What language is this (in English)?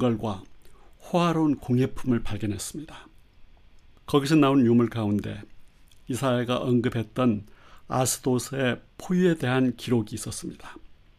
Korean